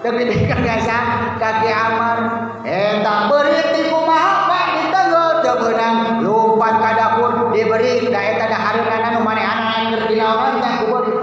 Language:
Sundanese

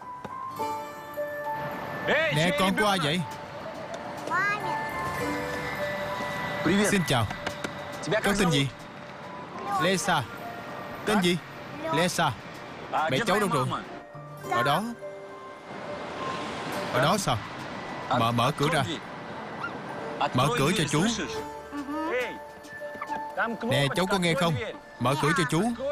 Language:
Vietnamese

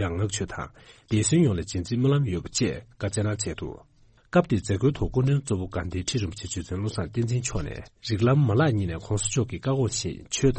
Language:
Tibetan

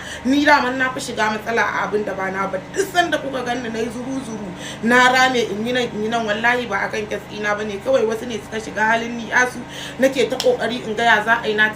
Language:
Hausa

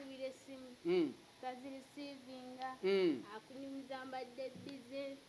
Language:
Ganda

